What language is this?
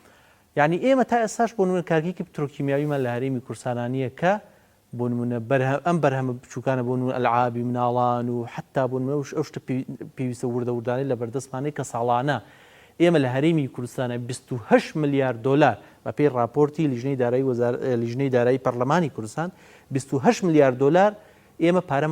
Central Kurdish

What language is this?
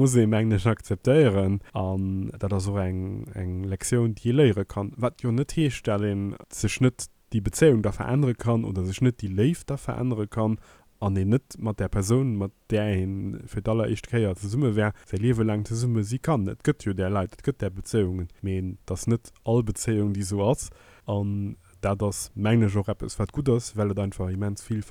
Luxembourgish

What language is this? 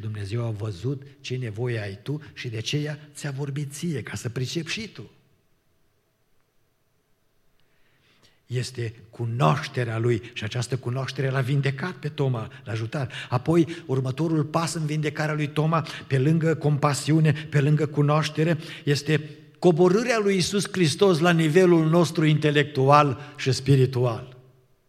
Romanian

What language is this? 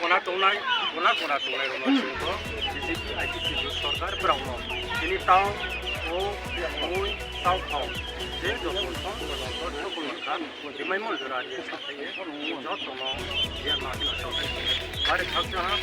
Riang (India)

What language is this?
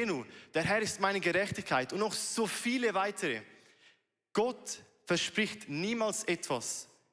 Swiss German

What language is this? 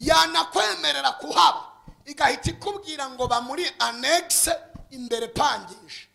Rundi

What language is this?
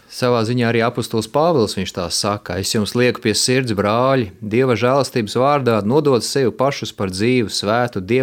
Latvian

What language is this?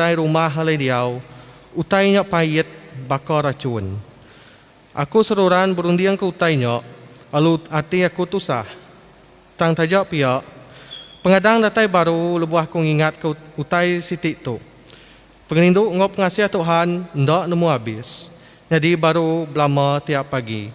Iban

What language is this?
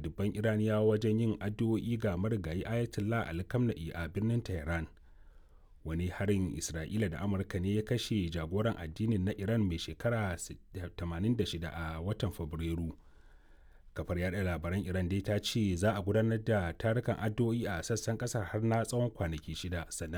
Hausa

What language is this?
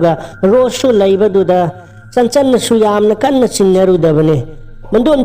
Manipuri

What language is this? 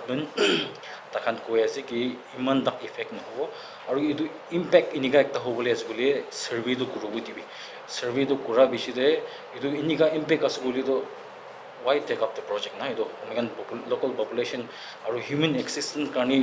Naga Pidgin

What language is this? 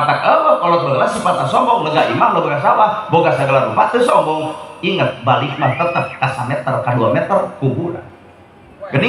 Sundanese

